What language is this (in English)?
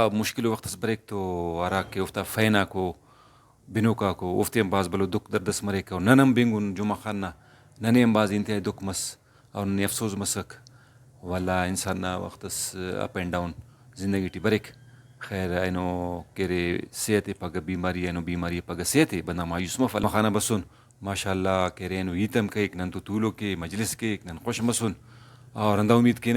Brahui